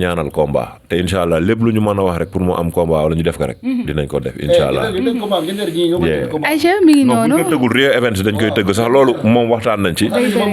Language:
Wolof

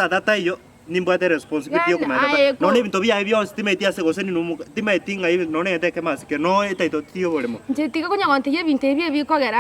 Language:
Gusii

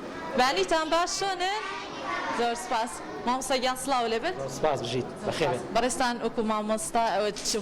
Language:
Central Kurdish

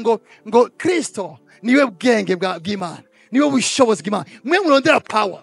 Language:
Rundi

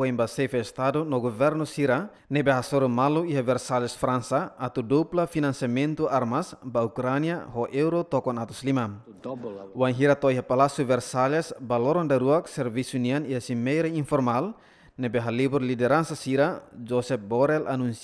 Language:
Tetum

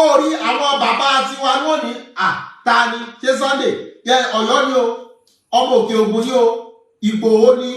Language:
Yoruba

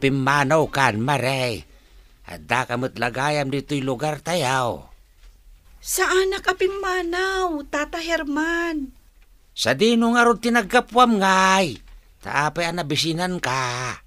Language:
Iloko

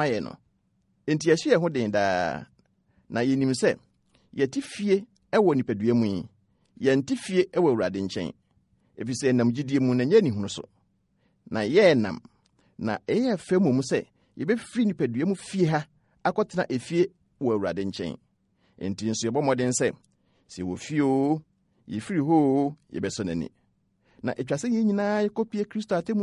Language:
Akan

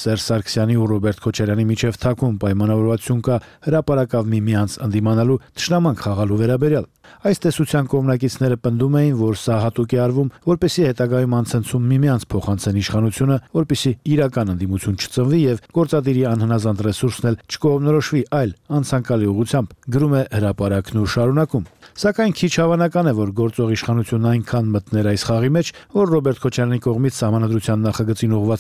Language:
Armenian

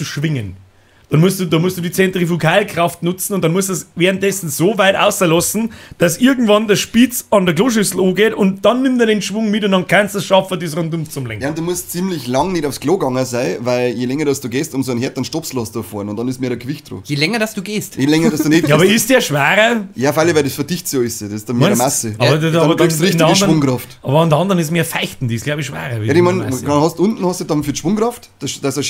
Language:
Bavarian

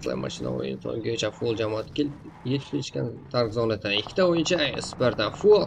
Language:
Kara-Kalpak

